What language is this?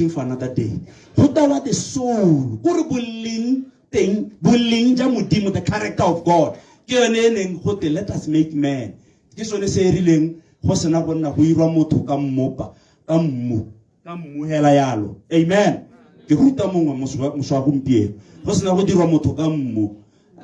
Tswana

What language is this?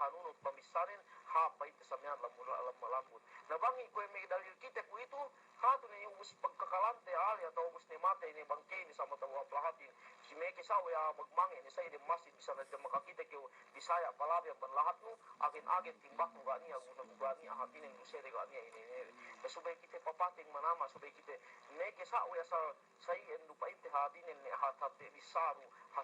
Yakan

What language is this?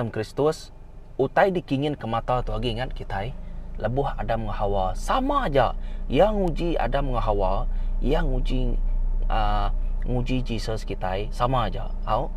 Iban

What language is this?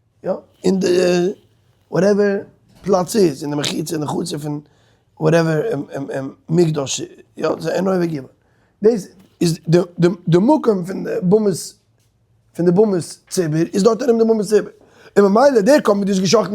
Yiddish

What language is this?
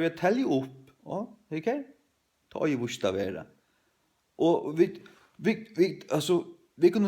Faroese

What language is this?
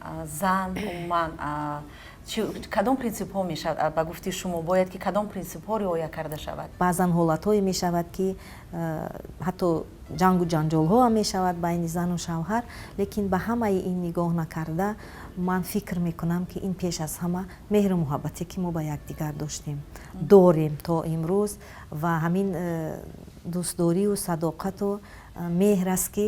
Tajik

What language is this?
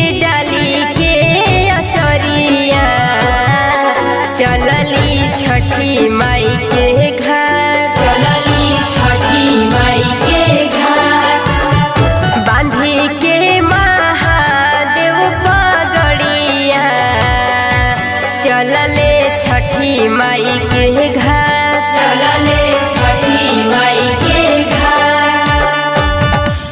Bhojpuri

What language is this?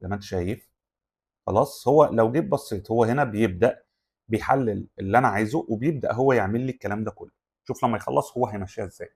Egyptian Arabic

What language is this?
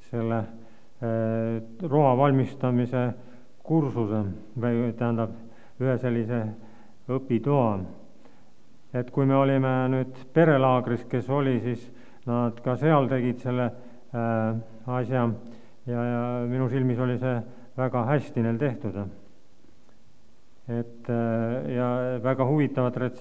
Estonian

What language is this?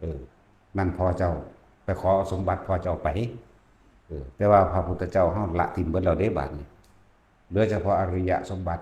Lao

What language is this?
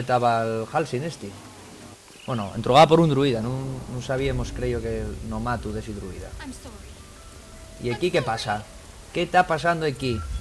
Asturian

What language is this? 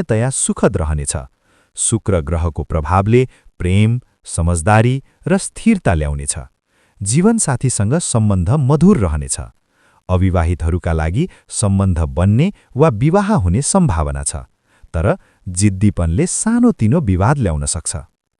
Nepali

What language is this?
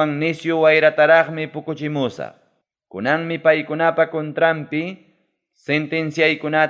Ayacucho Quechua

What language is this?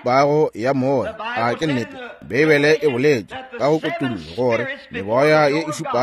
Northern Sotho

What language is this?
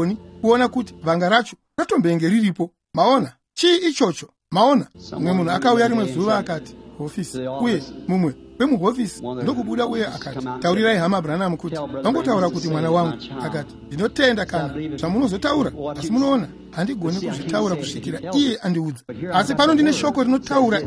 Shona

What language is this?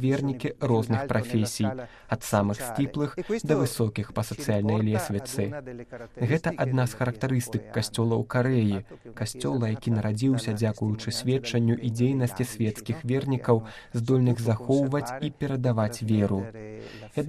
Belarusian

